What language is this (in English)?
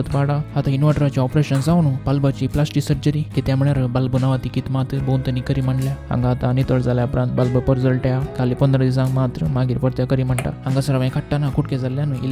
Konkani